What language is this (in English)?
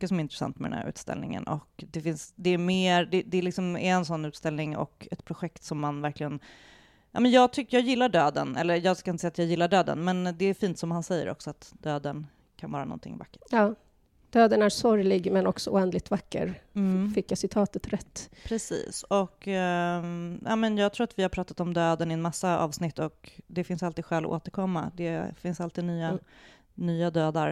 Swedish